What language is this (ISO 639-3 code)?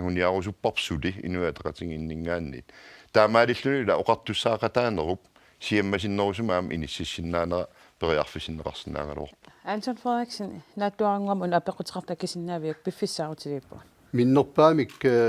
kal